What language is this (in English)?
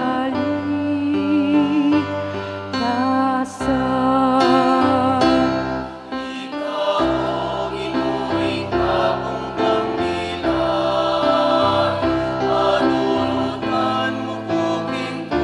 Pampanga